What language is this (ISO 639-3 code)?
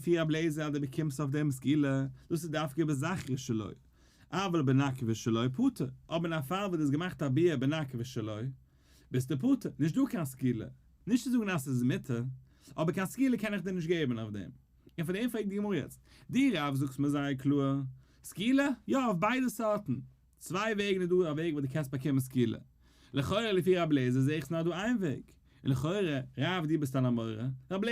yid